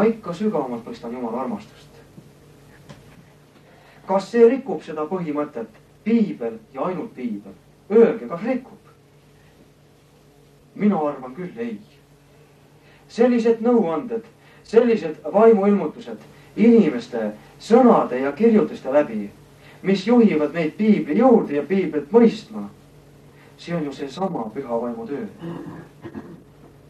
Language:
Estonian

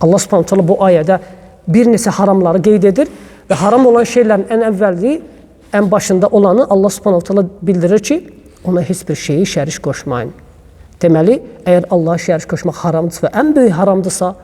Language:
Azerbaijani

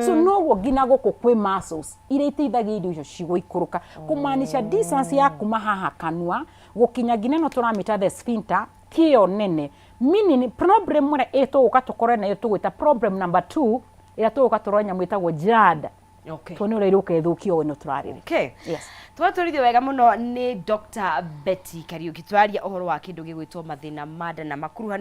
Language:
Kikuyu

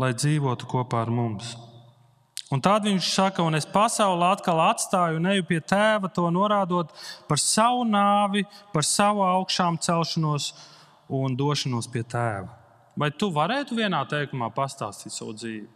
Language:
Latvian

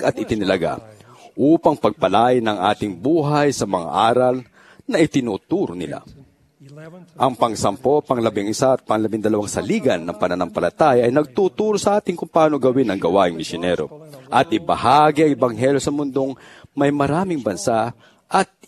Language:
Filipino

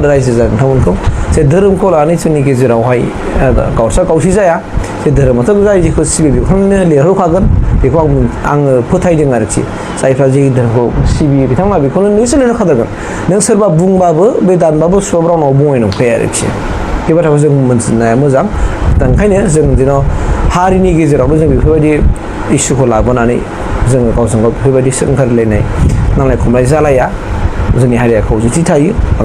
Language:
Bodo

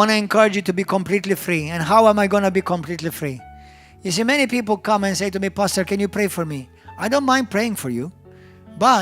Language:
English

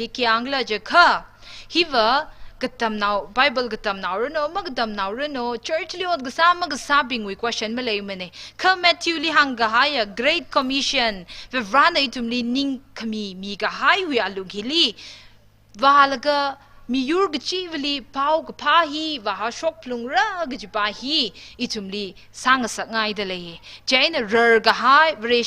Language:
Tangkhul Naga (India)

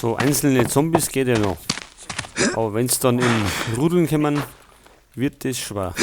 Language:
Bavarian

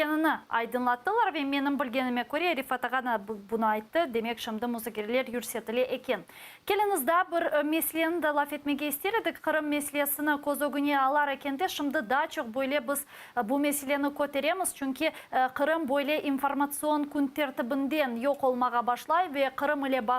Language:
Crimean Tatar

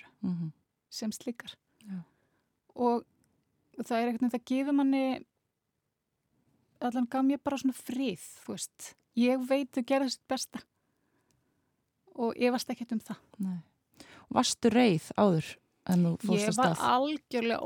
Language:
Icelandic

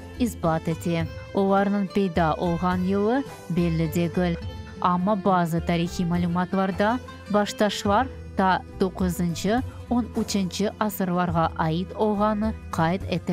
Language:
Crimean Tatar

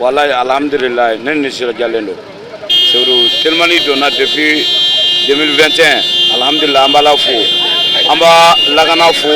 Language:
Bambara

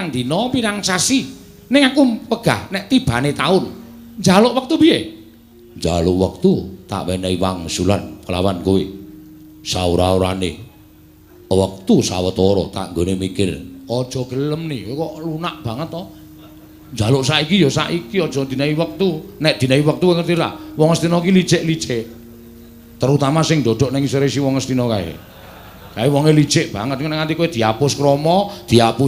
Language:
Javanese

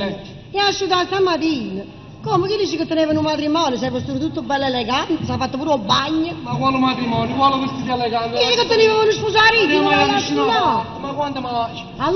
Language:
Neapolitan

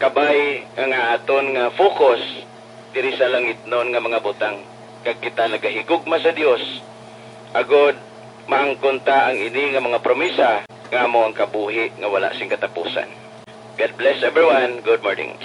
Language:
Hiligaynon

